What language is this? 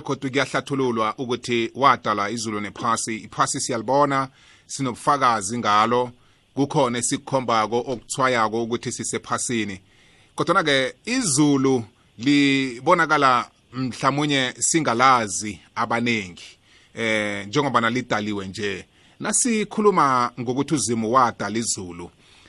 South Ndebele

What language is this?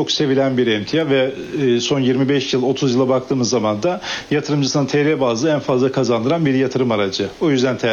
Turkish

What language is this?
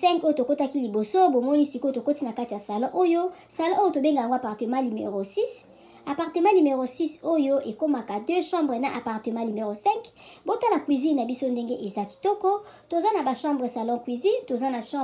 Lingala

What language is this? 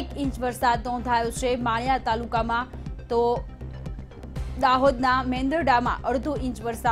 Gujarati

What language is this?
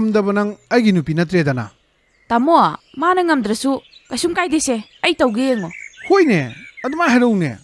Manipuri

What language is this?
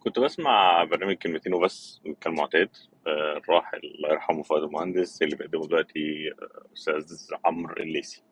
Egyptian Arabic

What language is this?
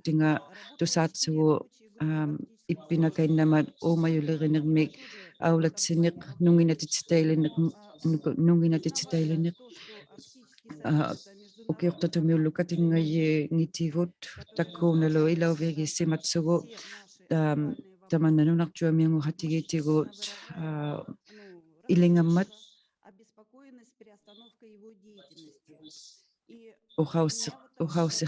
Inuktitut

